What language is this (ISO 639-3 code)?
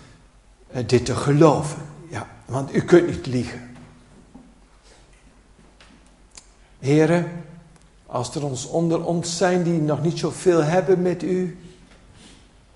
nld